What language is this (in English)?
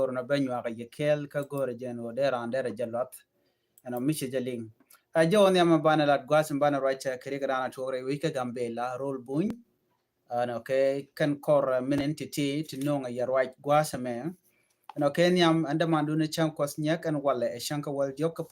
Nuer